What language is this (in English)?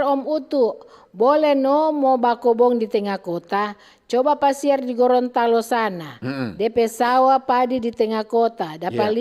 Manado Malay